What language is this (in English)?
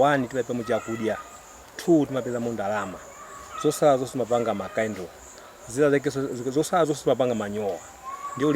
Nyanja